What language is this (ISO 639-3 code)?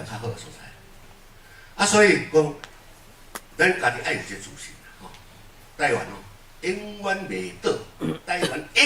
nan